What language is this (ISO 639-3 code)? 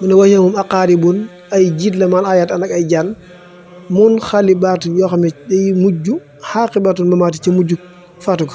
wol